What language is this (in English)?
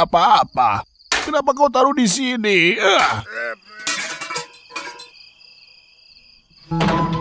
Indonesian